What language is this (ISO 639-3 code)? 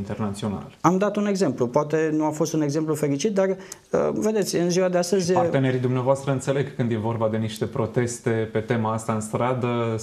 ron